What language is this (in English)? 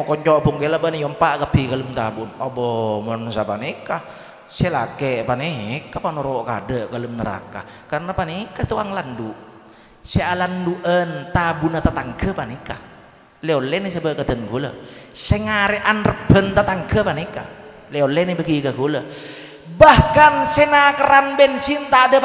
Madurese